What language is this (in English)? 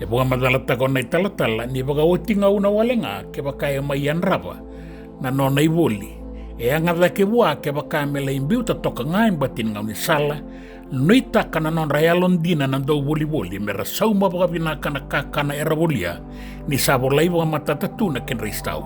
Fijian